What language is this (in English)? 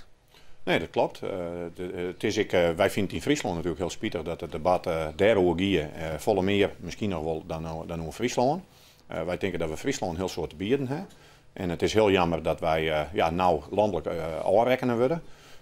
Western Frisian